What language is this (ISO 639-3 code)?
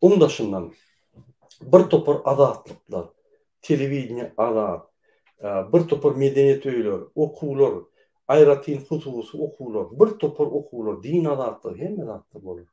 tuk